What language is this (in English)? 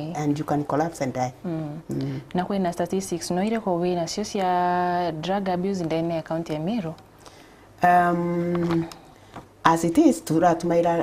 Meru